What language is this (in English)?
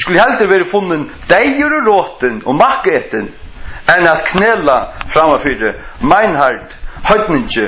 Faroese